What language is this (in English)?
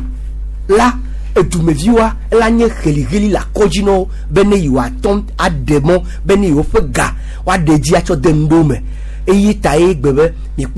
Gen